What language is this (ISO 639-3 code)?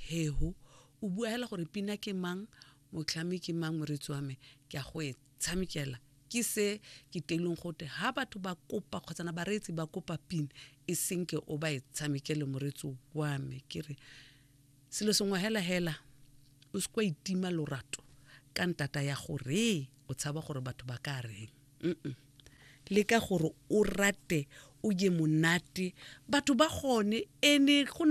tsn